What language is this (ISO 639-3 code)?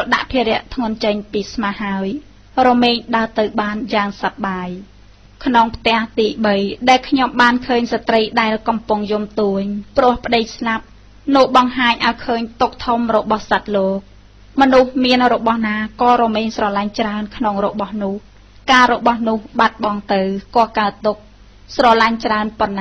khm